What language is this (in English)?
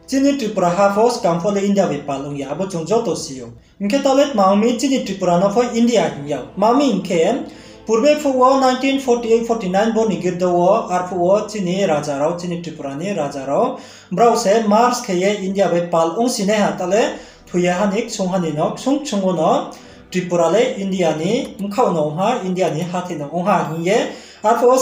Riang (India)